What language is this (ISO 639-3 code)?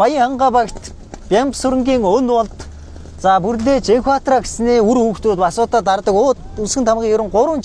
mon